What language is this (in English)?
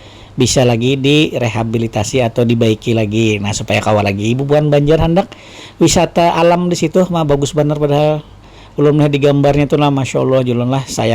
Banjar